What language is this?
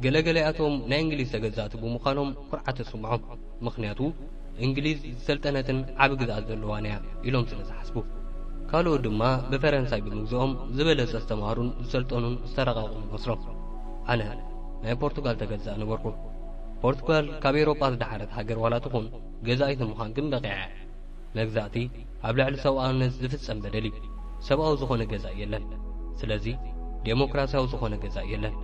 Tigrinya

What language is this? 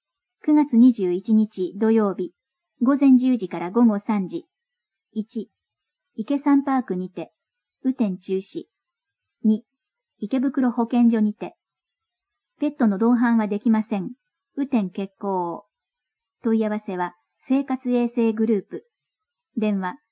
Japanese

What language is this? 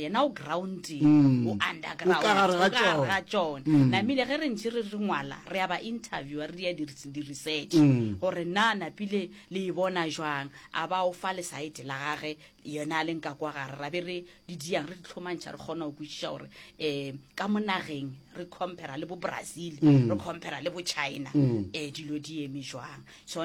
Northern Sotho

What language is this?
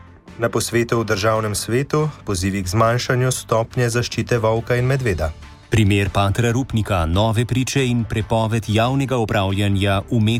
Slovenian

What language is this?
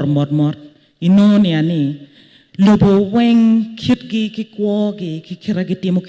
Acoli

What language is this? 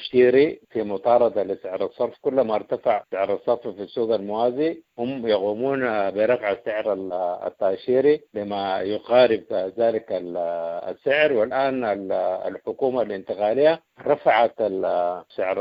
Sudanese Arabic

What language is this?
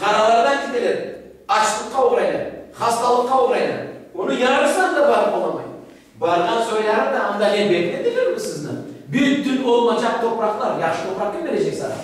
Crimean Tatar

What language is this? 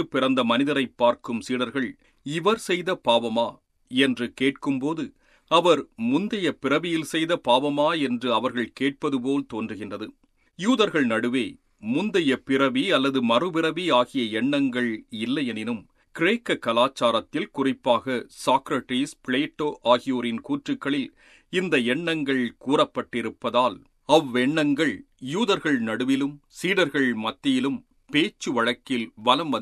Tamil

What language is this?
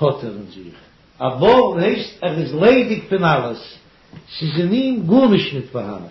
Yiddish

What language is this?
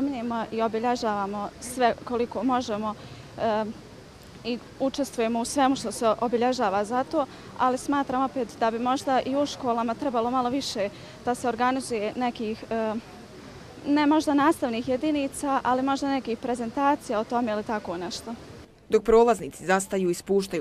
Bosnian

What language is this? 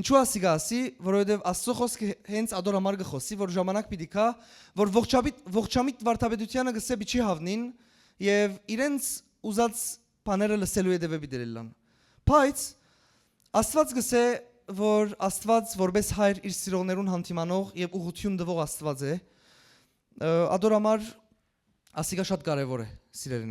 Western Armenian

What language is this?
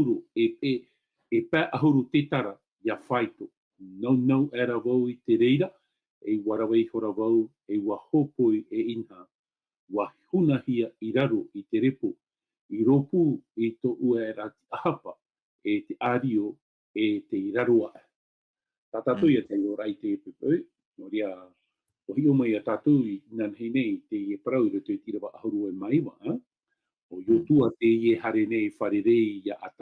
Tahitian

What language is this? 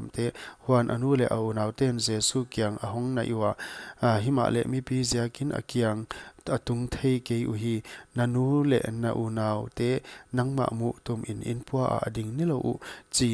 Paite Chin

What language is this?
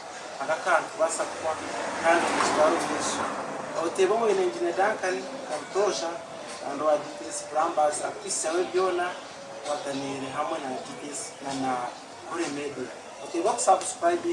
Nyankole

